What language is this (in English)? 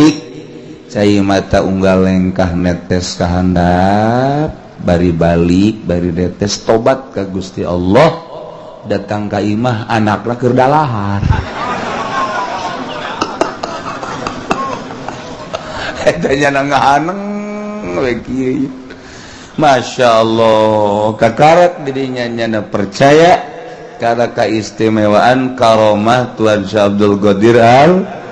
Sundanese